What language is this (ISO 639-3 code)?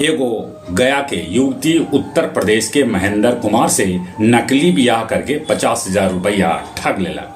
mag